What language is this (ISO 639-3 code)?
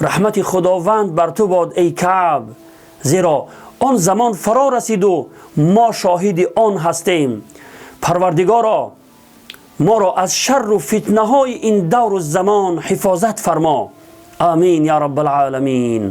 tgk